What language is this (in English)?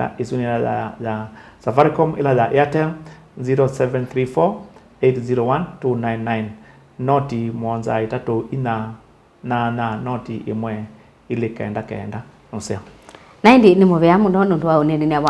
Kamba